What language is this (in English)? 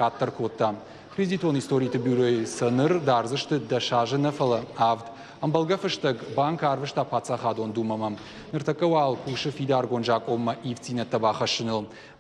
Ossetic